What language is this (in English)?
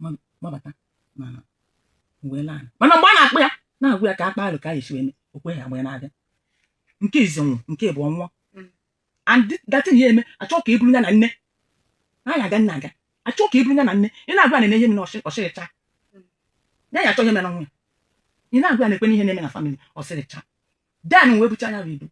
Igbo